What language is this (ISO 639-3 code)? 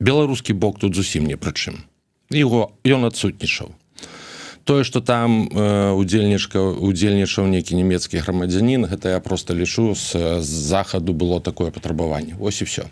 bel